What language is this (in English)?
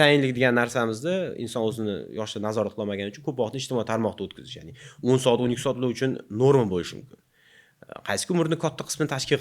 Uzbek